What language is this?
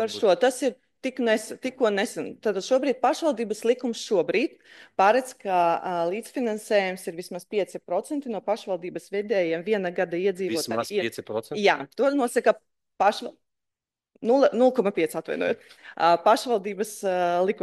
Latvian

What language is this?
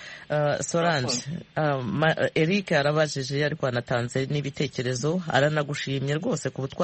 Kinyarwanda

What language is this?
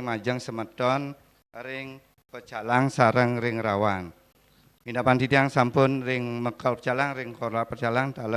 Balinese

